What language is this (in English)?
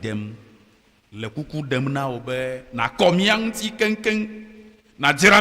Ewe